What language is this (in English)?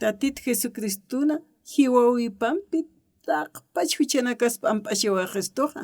Aymara